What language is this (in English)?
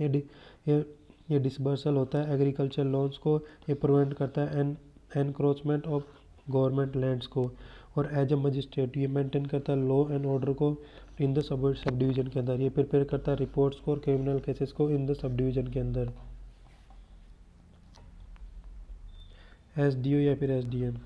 Hindi